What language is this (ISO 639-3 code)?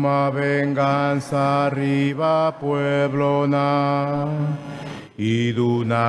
pap